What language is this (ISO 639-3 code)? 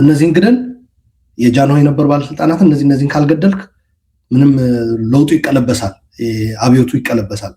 amh